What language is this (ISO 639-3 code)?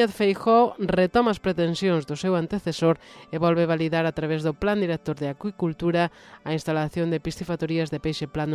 glg